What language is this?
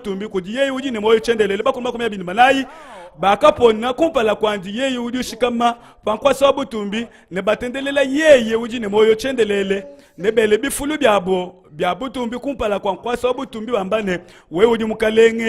Luba-Lulua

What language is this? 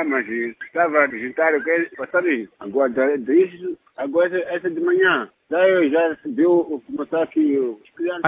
Sena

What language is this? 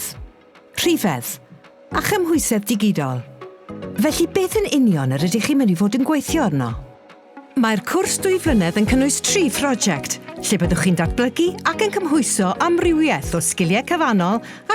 Welsh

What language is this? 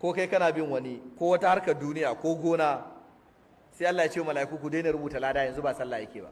Hausa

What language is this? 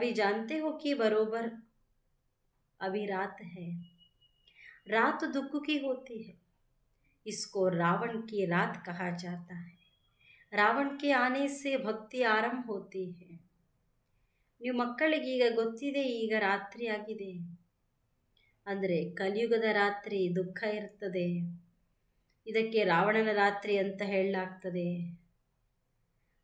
Kannada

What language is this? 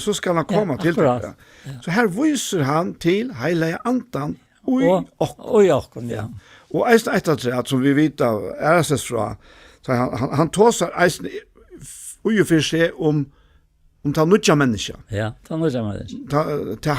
Faroese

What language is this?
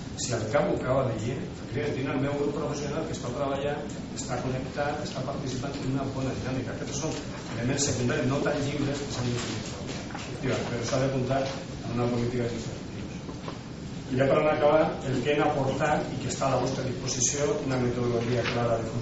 Catalan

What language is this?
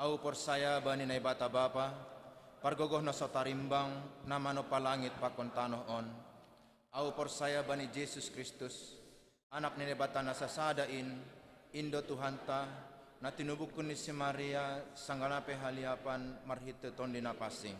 Batak Simalungun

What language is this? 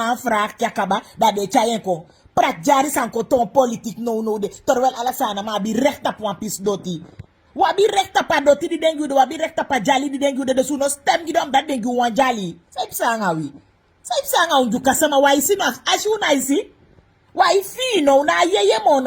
Sranan Tongo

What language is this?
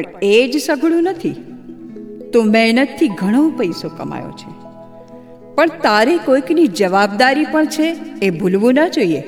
Gujarati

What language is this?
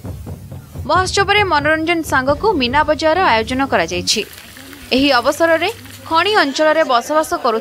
Odia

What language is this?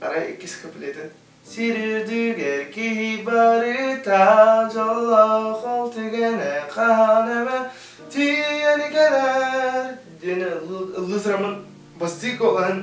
Yakut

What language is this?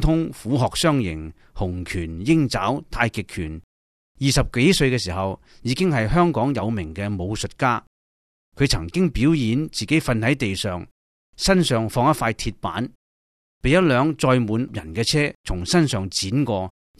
Cantonese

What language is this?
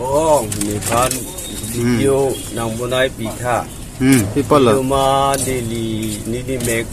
Karbi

